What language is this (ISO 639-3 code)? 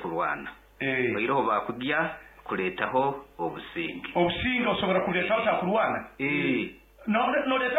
nyn